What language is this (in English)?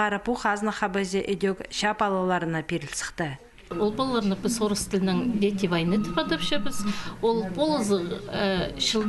Khakas